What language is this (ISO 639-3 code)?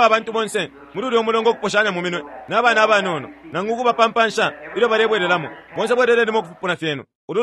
bem